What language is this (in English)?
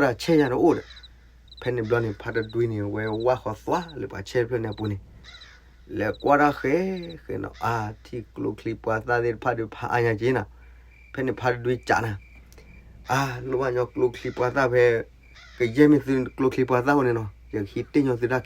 S'gaw Karen